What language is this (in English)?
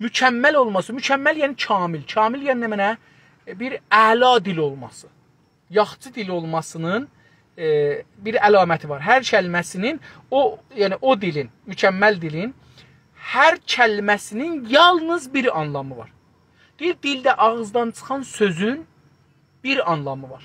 South Azerbaijani